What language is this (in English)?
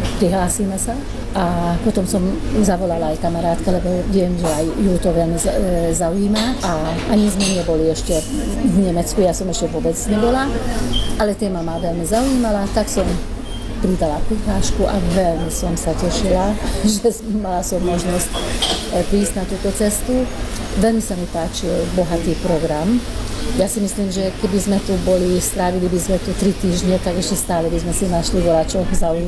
Slovak